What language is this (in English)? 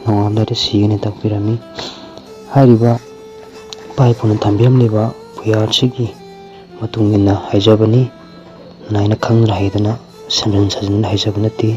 Manipuri